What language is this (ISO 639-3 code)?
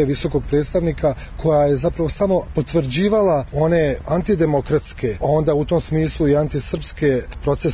srp